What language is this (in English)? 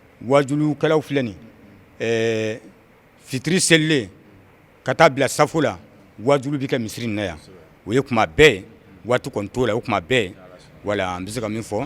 Bambara